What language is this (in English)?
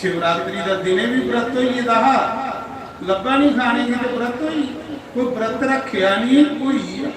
Dogri